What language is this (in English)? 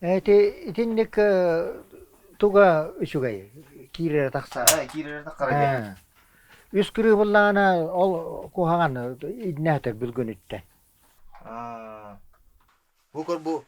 Yakut